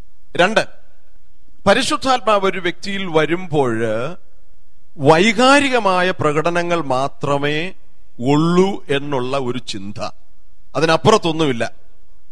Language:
Malayalam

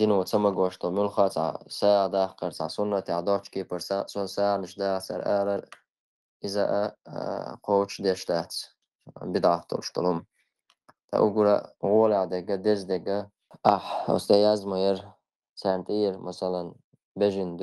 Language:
Chechen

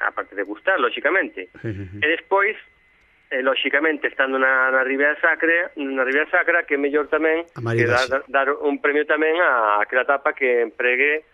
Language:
Galician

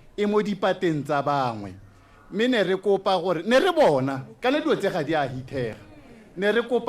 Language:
Tswana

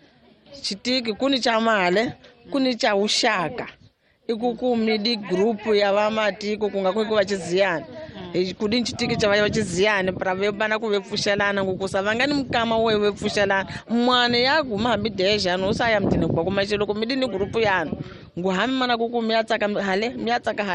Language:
Tsonga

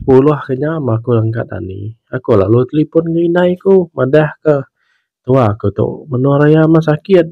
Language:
Iban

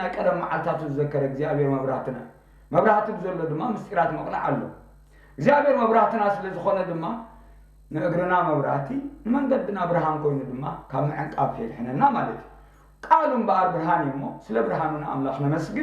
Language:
Tigrinya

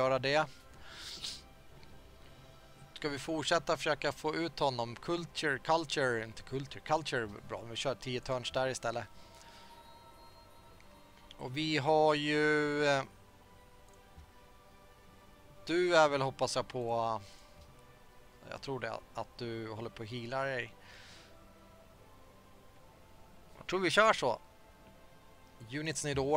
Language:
Swedish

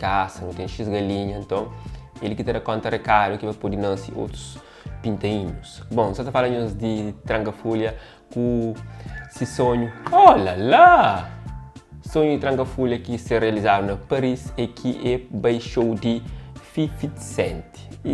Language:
Kabuverdianu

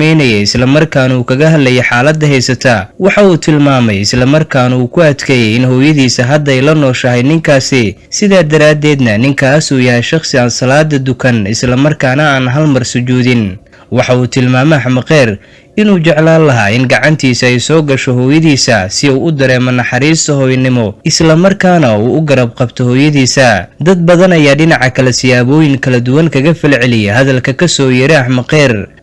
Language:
Somali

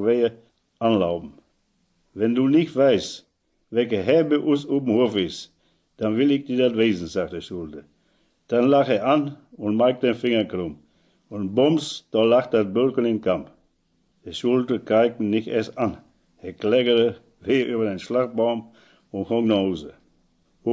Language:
Westphalien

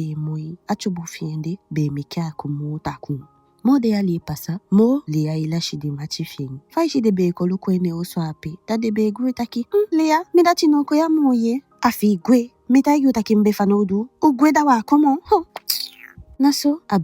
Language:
Eastern Maroon Creole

